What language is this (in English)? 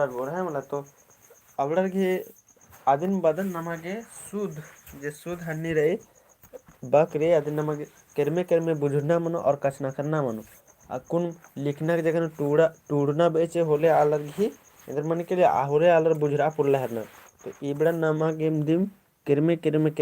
Kurukh